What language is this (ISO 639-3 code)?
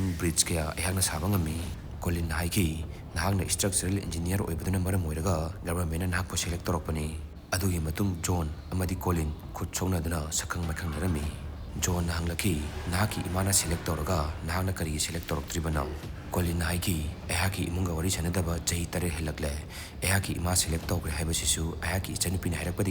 mni